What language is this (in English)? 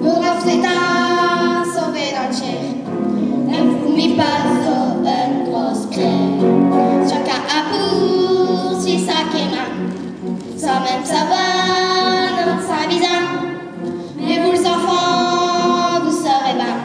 Picard